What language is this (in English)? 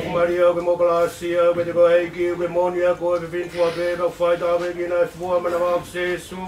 Tongan